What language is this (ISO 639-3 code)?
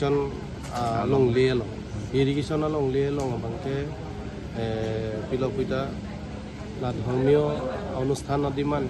mjw